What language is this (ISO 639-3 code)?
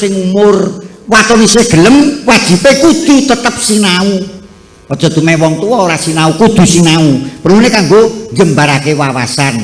jav